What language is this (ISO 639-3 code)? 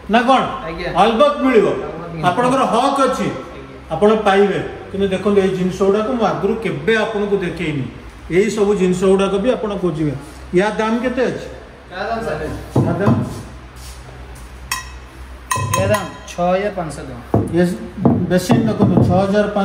ori